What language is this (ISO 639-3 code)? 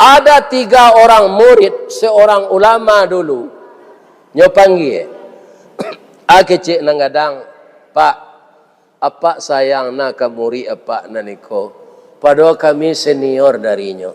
min